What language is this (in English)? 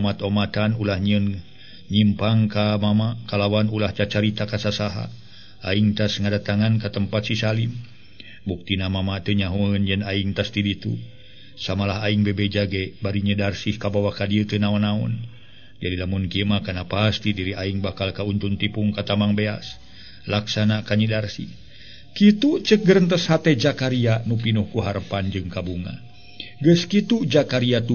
Sundanese